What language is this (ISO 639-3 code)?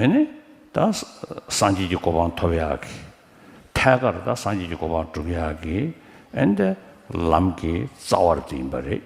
bod